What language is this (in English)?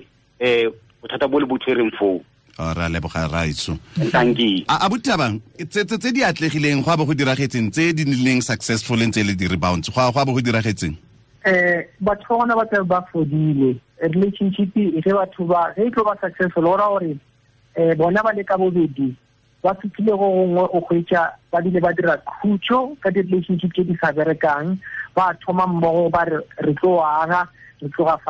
Tswana